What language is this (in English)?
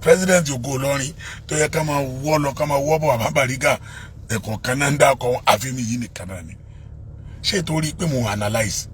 Yoruba